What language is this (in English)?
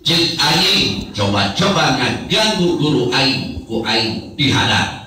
Sundanese